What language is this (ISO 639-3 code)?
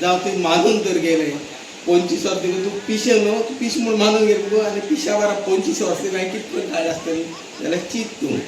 kok